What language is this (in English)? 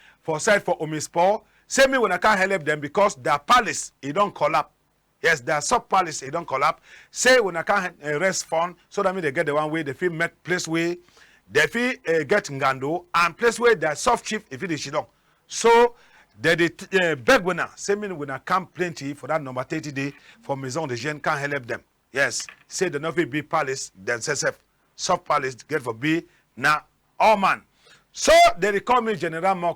Cameroon Pidgin